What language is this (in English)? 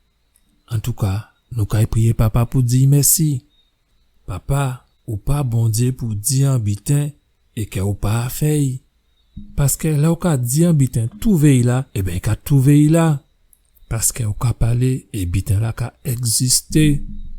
Guadeloupean Creole French